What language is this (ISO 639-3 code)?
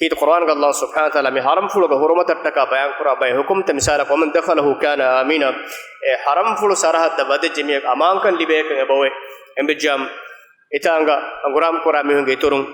div